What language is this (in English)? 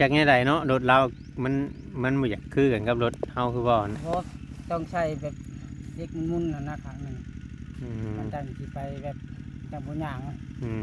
Northeastern Thai